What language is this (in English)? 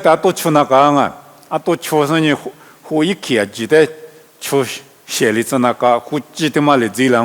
Lisu